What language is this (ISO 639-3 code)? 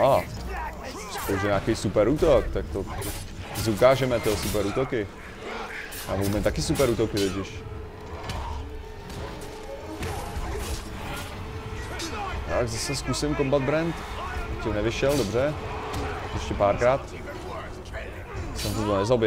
ces